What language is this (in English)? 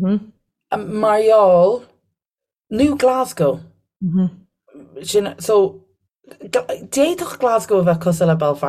Irish